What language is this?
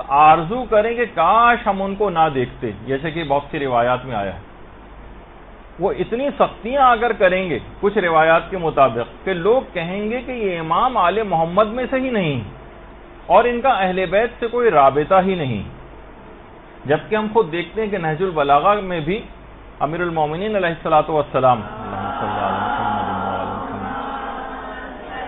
Urdu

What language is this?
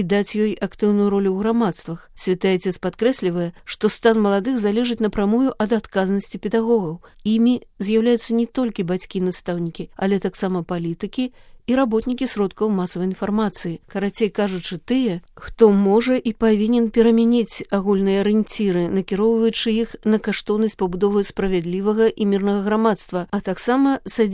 Belarusian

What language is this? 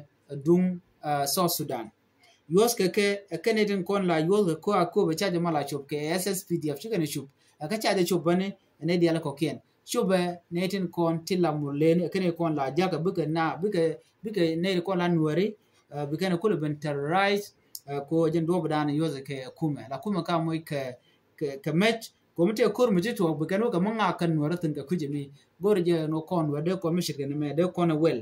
Nuer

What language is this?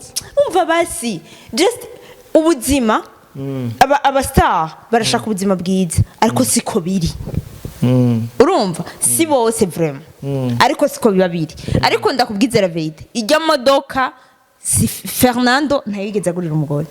Rundi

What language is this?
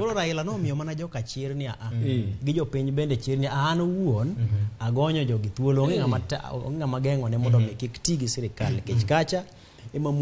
Luo (Kenya and Tanzania)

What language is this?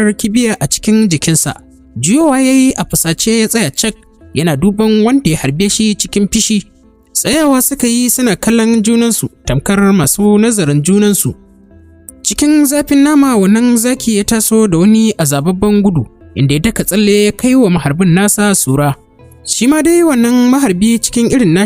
Hausa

